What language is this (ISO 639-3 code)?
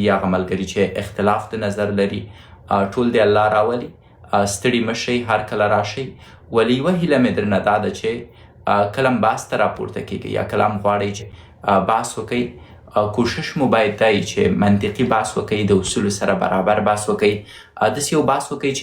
pus